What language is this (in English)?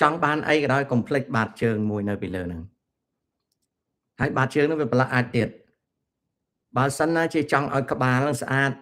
Khmer